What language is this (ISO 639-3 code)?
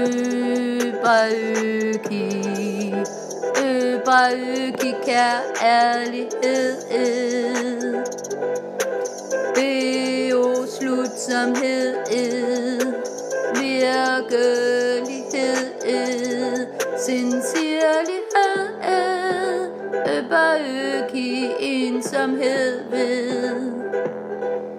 dan